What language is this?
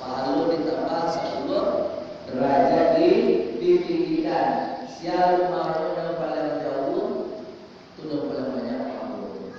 Minangkabau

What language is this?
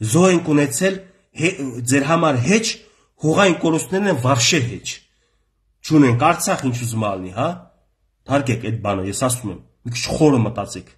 Armenian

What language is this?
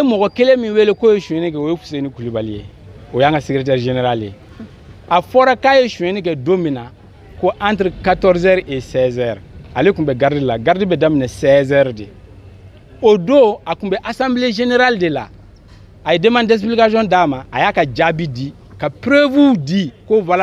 Bambara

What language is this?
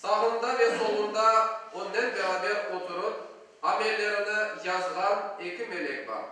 Crimean Tatar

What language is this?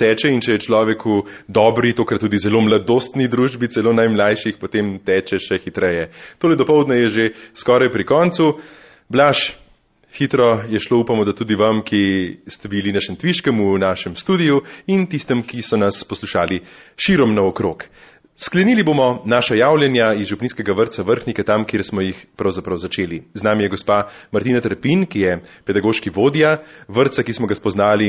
Slovenian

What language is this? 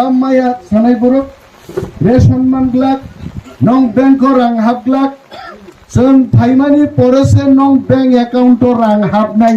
Kok Borok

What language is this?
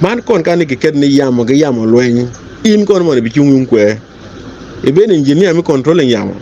Acoli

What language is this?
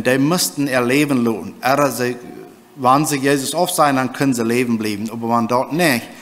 Plautdietsch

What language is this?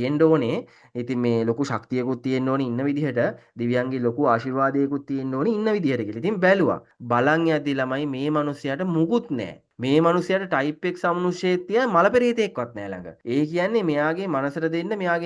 Sinhala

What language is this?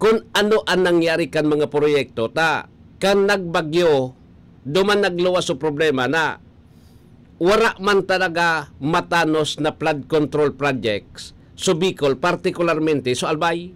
Bikol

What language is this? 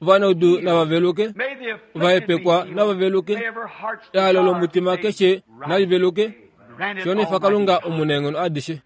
Kuanyama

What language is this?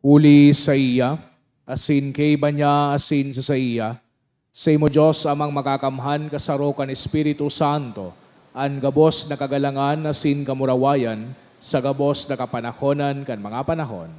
Bikol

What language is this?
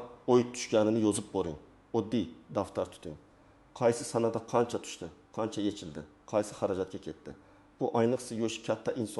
Uzbek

